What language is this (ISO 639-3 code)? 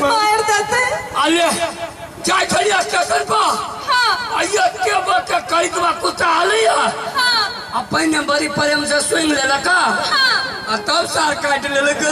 mai